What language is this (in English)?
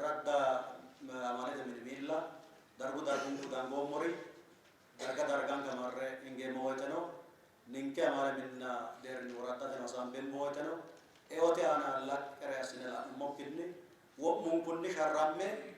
Sidamo